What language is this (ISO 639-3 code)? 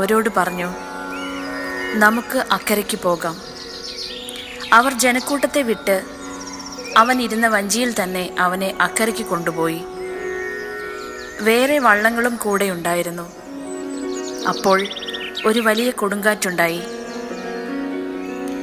mal